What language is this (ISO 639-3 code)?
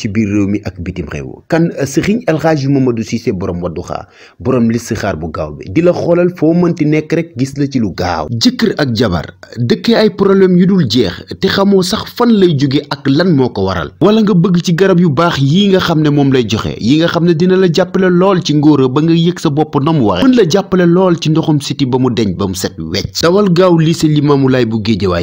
wol